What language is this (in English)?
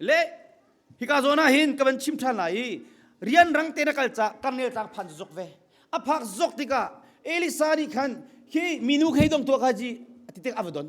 Hakha Chin